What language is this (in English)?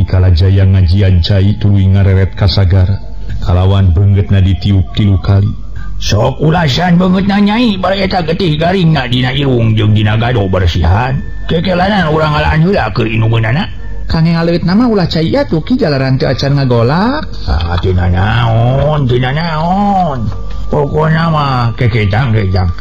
Sundanese